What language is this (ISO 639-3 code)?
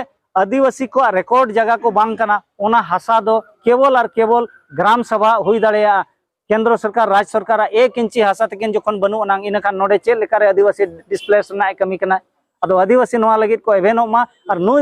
sat